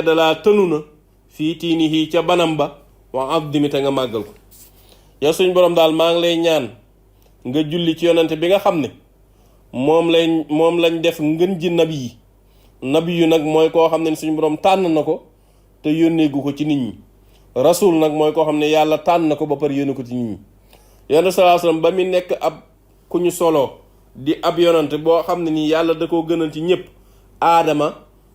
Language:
Wolof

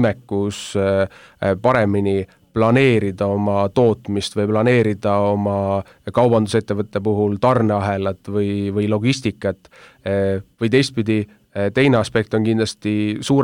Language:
Estonian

